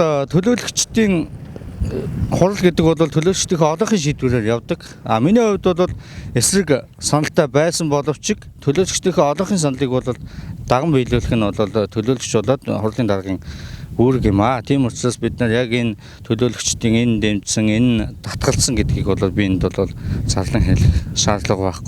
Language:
Mongolian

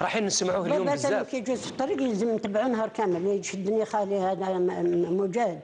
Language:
Algerian Arabic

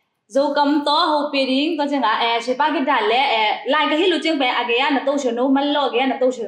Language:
Tedim Chin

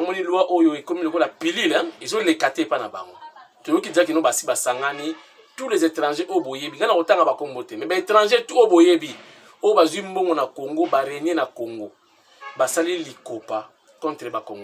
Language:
Lingala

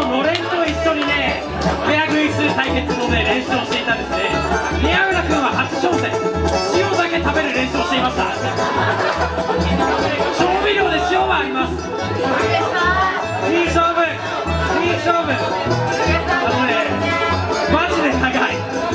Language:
Japanese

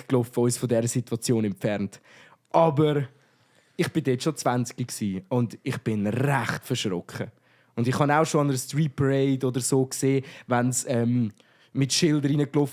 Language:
Swiss German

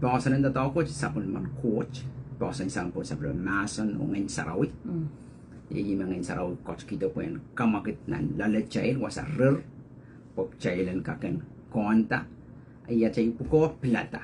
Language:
Pohnpeian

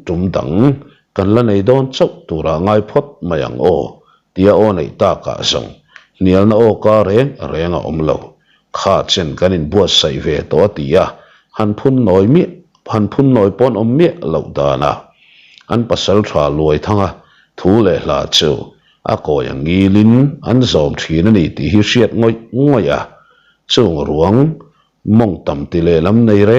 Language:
Mizo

